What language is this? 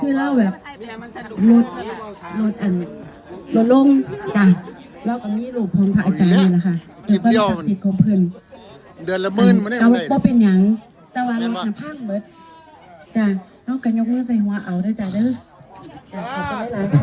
Northeastern Thai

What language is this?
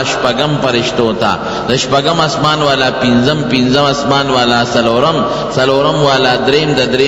Pashto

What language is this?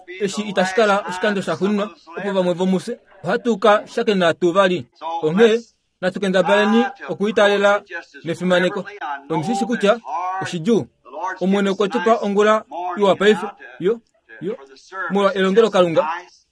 Kuanyama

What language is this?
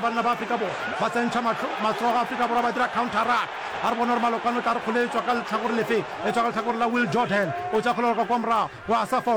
Northern Sotho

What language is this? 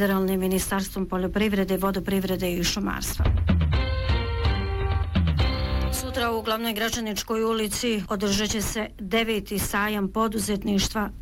Bosnian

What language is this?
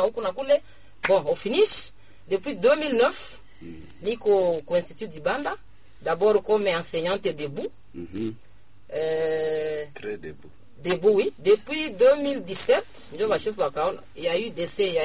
Swahili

